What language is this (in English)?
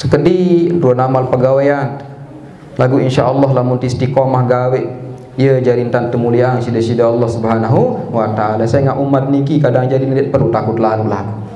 Sasak